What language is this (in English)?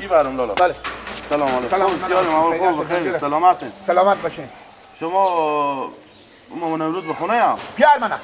Persian